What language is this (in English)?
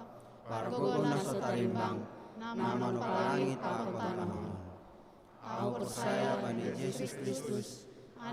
Batak Simalungun